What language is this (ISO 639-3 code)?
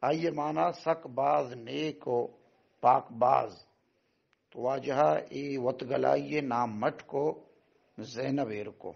bal